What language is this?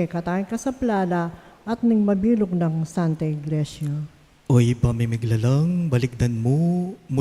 Pampanga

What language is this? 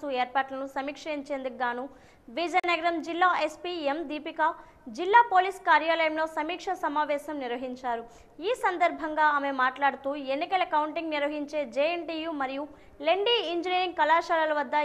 Telugu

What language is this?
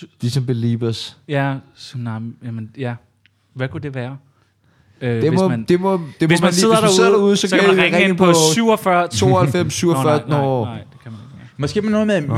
Danish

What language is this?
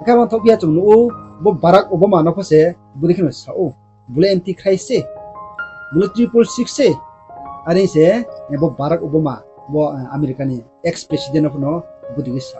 Riang (India)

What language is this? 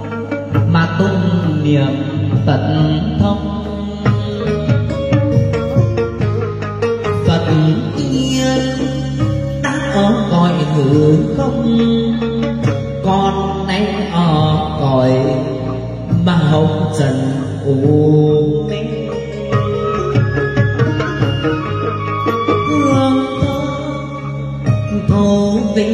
Vietnamese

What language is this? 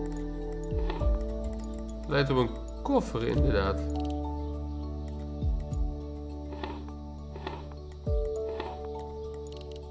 Dutch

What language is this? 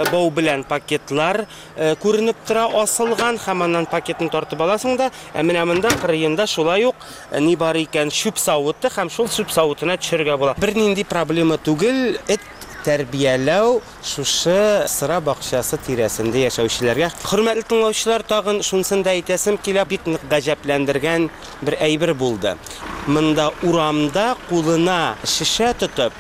Tatar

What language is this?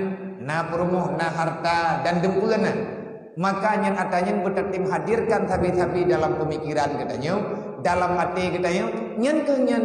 Achinese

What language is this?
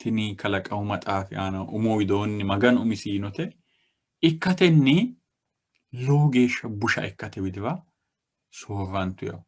Sidamo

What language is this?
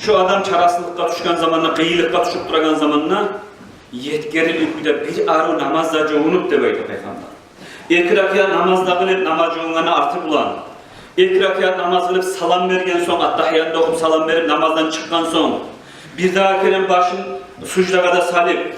Kumyk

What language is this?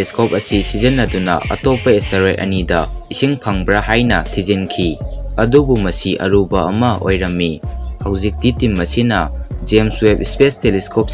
Manipuri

